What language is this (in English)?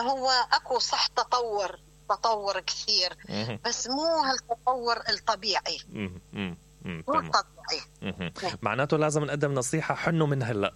Mesopotamian Arabic